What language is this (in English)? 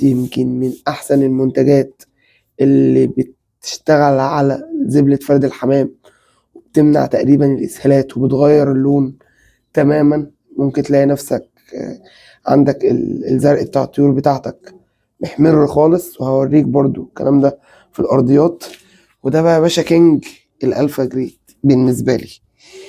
Egyptian Arabic